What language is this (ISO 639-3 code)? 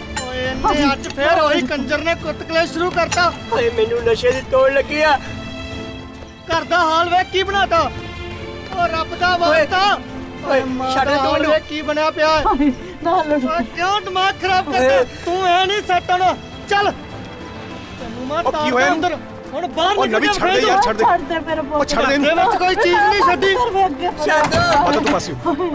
pan